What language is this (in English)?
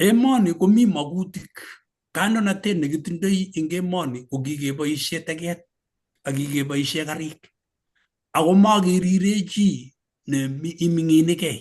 Kalenjin